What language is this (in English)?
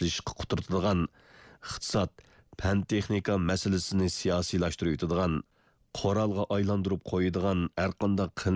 Uyghur